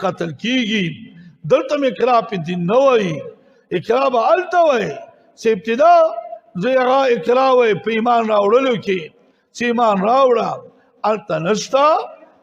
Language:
Pashto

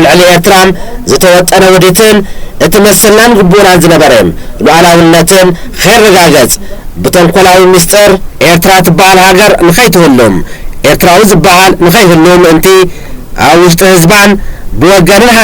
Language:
Tigrinya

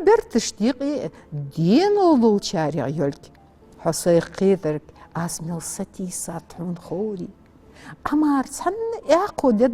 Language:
Ingush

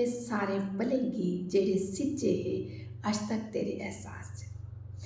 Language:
Dogri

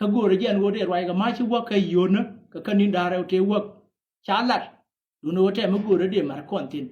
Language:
Nuer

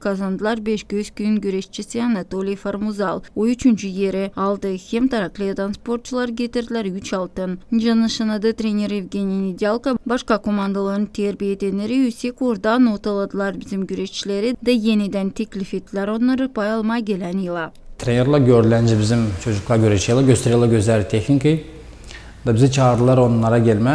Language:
Gagauz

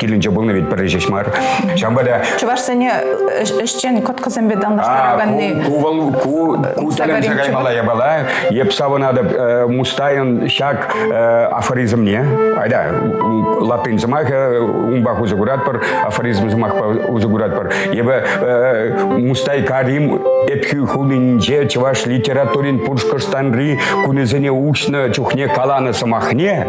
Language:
Chuvash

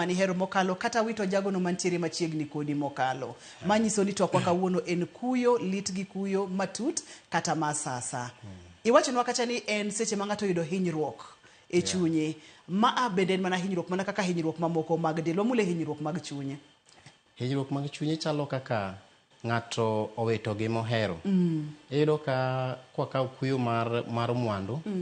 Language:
Luo (Kenya and Tanzania)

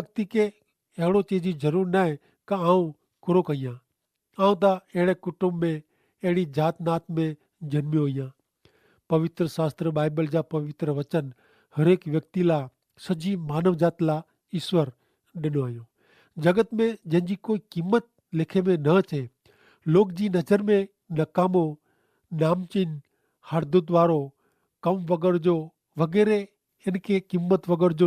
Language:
Kachhi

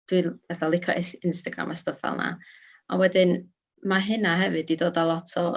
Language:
Welsh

